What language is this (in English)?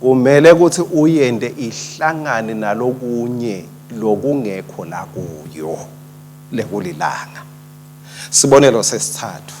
Swati